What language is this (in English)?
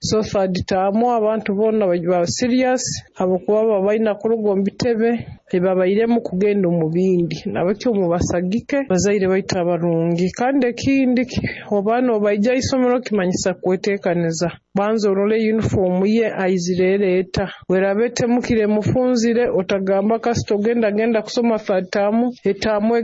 Nyoro